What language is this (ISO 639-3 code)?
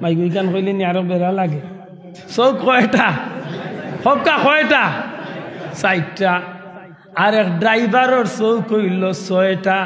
syl